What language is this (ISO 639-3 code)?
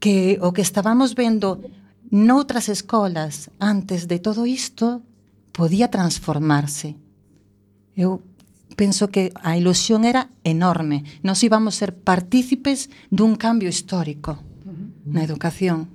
glg